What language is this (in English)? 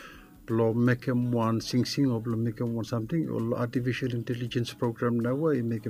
Bislama